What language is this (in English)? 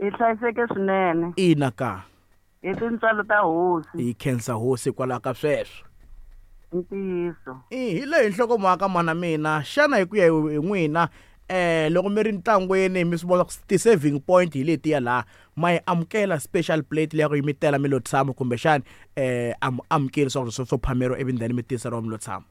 Tsonga